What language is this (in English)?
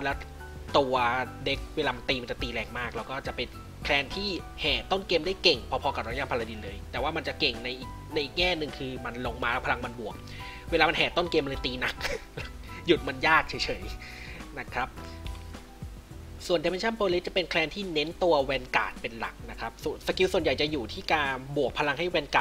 Thai